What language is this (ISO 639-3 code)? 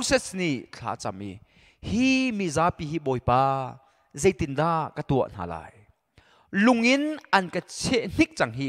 cnh